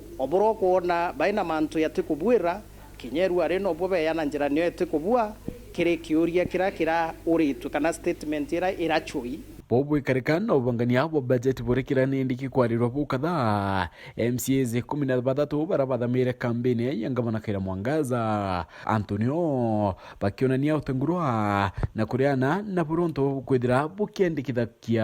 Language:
Meru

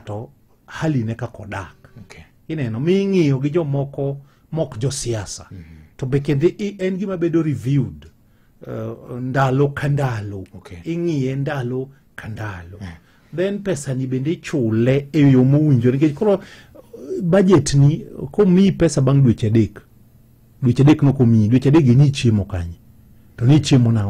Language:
Luo (Kenya and Tanzania)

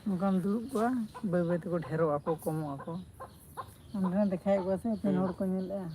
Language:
Santali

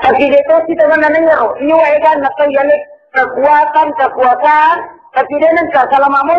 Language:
Buginese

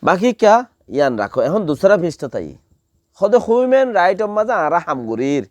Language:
Rohingya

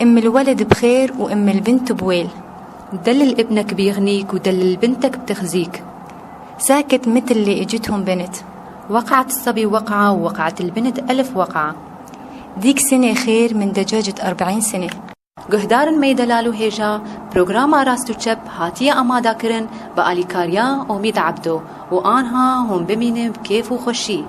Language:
Kurdish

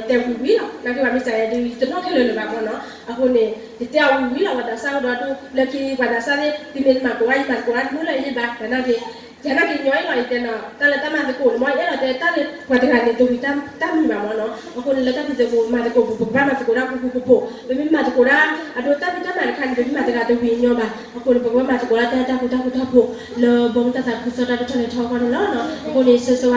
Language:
S'gaw Karen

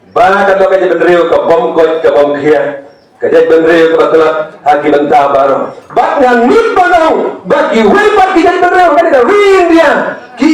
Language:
Khasi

